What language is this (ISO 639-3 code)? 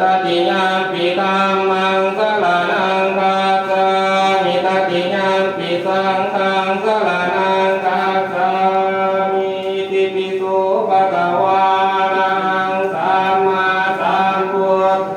pli